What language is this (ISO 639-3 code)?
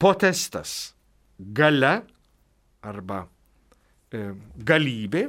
lit